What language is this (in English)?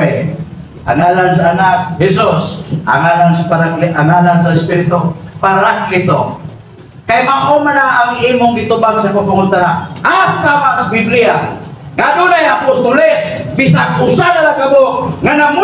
Cebuano